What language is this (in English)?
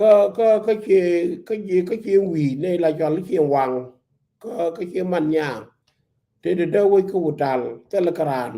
Nuer